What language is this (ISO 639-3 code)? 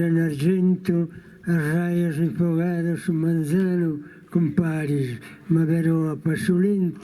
srd